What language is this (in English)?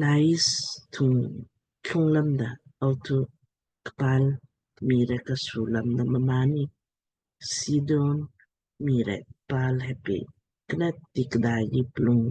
Lamkang